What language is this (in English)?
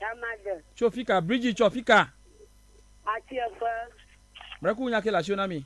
Ewe